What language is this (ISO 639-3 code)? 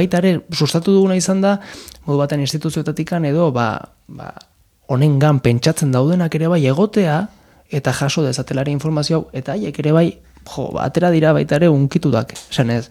eus